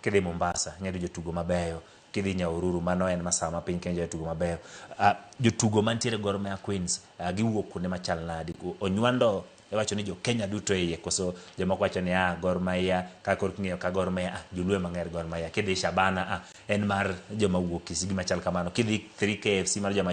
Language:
Luo (Kenya and Tanzania)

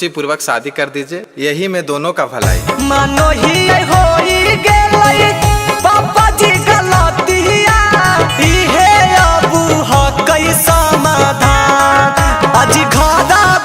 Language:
Magahi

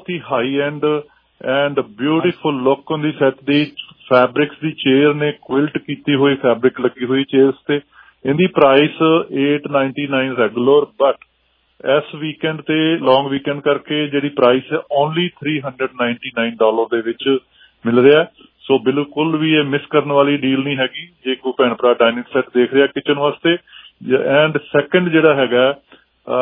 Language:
Punjabi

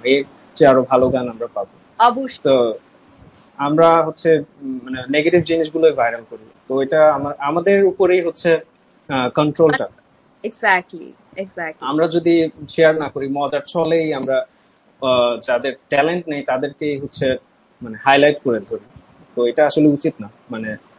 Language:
Bangla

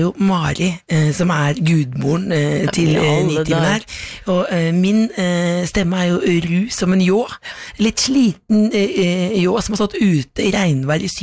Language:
Norwegian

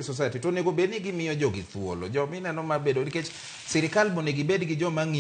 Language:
Luo (Kenya and Tanzania)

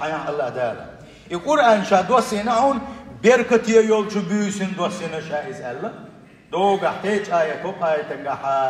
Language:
Chechen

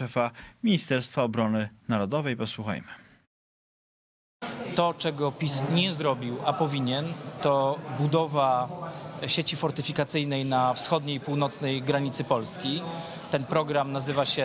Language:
Polish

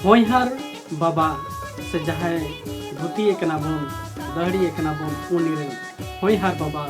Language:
Santali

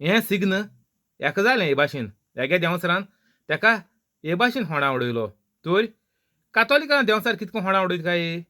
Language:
Konkani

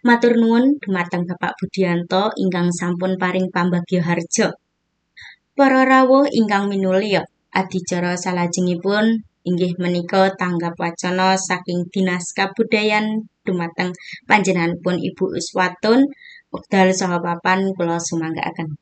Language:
Javanese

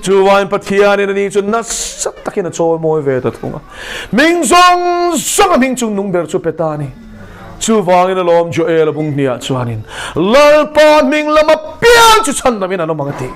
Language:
Mizo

